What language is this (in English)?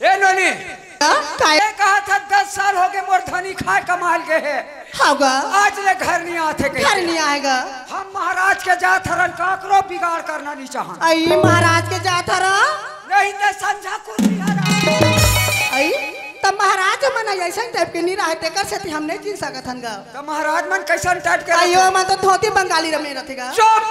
Chhattisgarhi